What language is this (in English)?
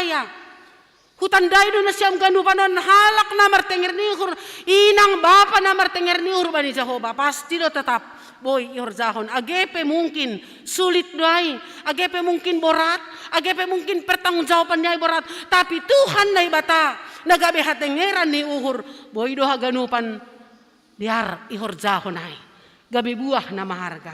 Batak Simalungun